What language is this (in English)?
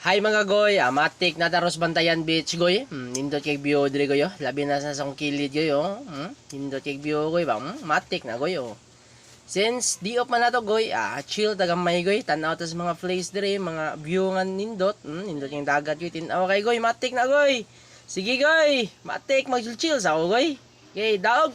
Cebuano